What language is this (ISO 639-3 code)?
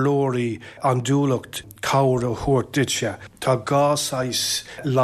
gle